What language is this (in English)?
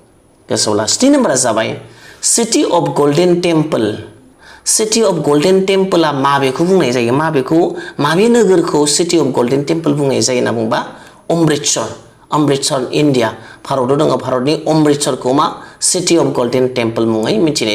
Bodo